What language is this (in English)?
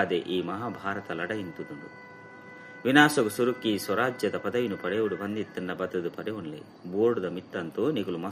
Tulu